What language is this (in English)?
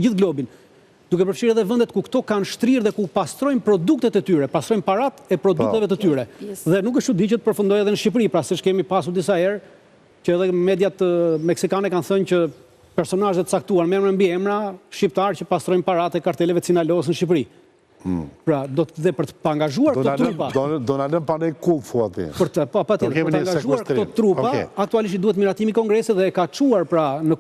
Albanian